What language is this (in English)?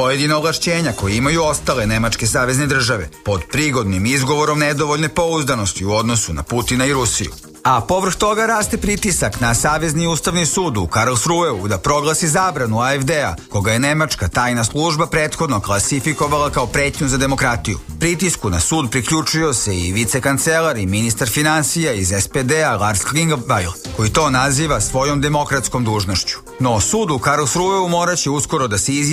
Serbian